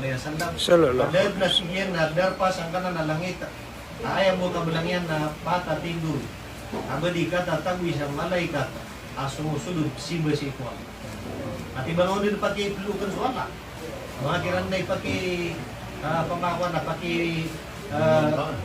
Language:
Maranao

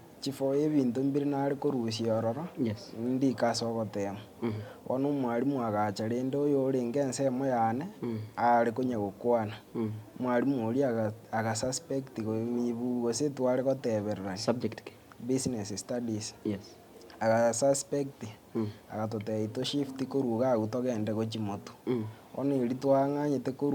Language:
Gusii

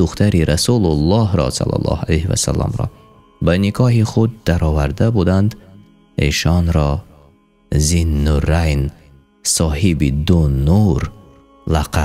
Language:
Tajik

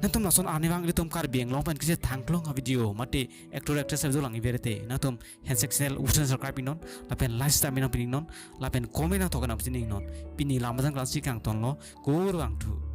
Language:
Karbi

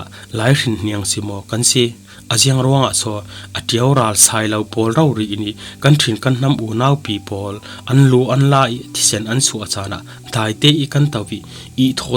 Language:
Falam Chin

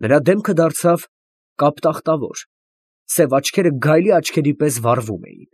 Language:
Armenian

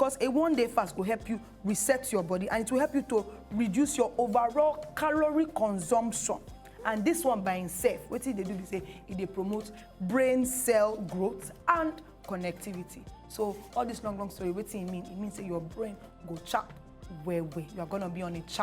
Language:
Nigerian Pidgin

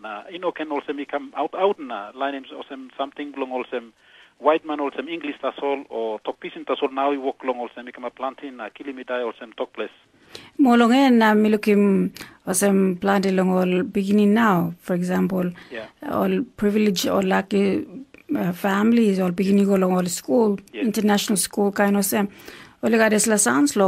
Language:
Tok Pisin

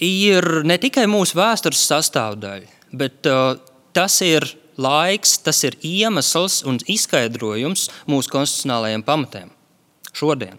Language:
Latvian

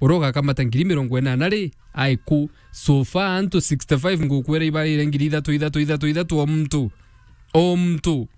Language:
Meru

